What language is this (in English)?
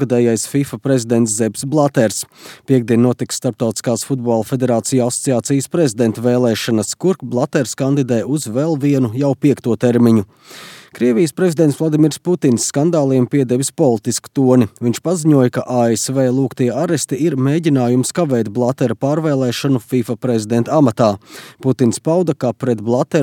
Latvian